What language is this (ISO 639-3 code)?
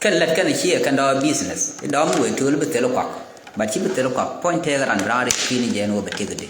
nus